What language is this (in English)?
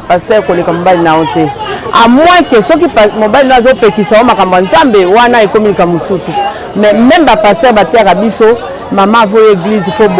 Lingala